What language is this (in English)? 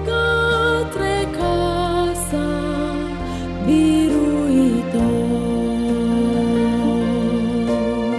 Romanian